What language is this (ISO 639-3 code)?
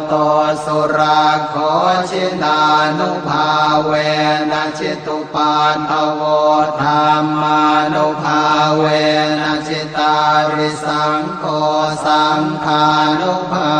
pli